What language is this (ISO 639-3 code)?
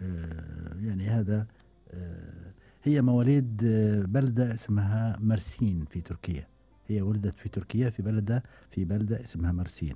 afb